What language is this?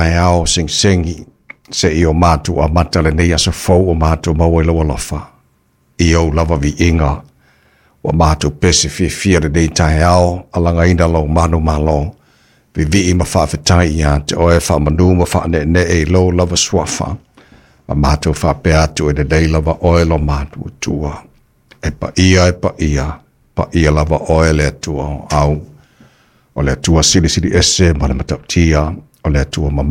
Samoan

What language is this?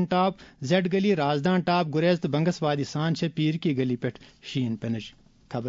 Kashmiri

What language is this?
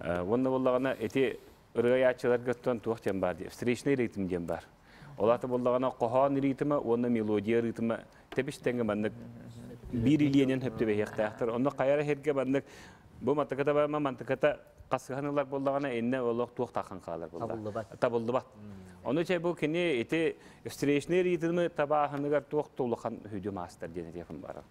Yakut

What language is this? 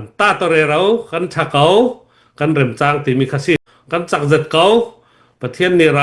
Falam Chin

